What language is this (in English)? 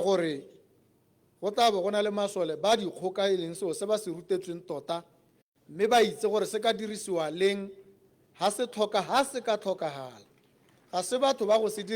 Tswana